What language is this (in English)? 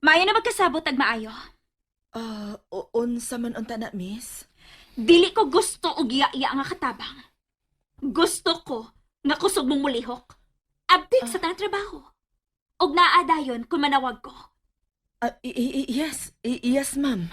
Cebuano